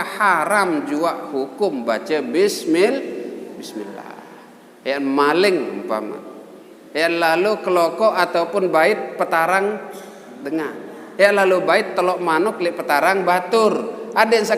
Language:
Sasak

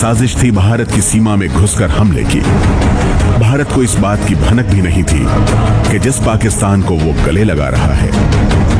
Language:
Hindi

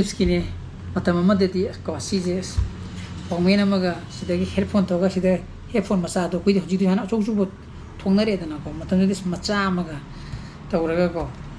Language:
Manipuri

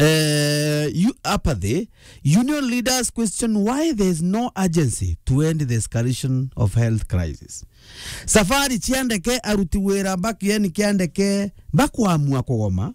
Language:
Meru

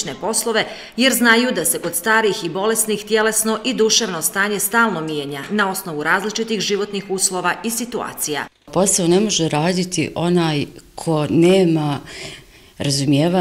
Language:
Bosnian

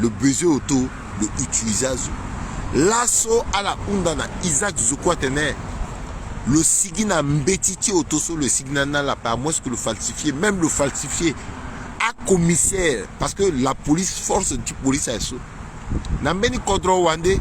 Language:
Sango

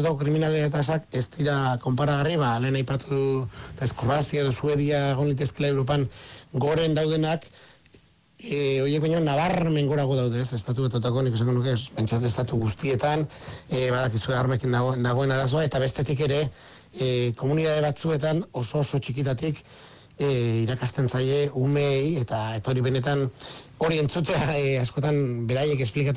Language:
Basque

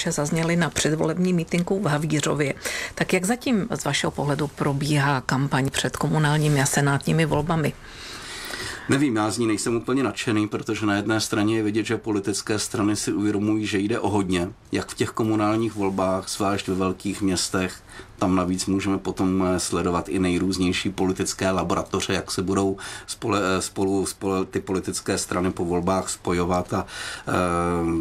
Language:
Czech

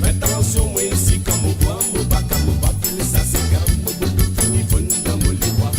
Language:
Morisyen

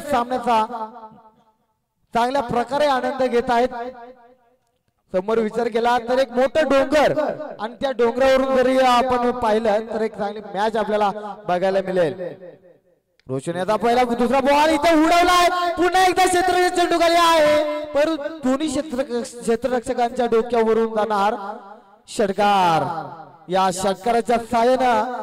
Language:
Marathi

